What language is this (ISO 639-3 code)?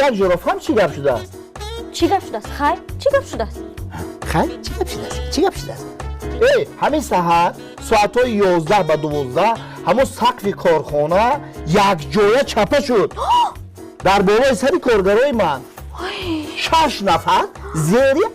tgk